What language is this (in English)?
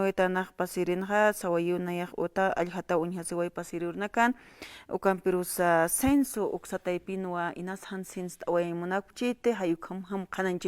Aymara